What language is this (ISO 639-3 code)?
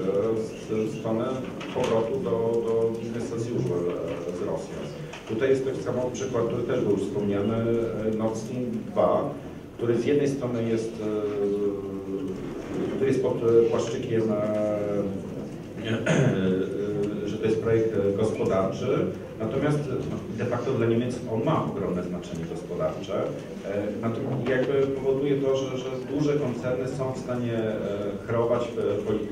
pol